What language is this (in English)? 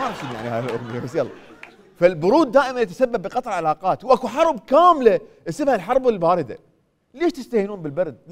Mesopotamian Arabic